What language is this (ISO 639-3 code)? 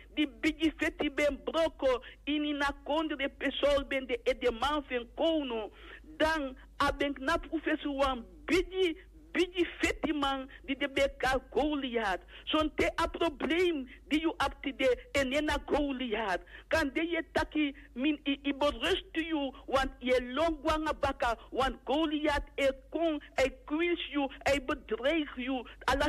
srn